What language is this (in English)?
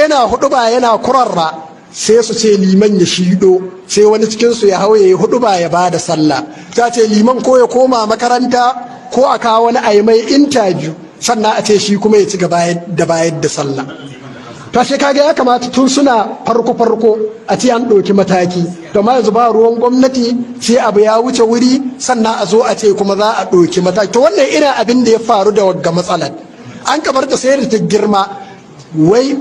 Hausa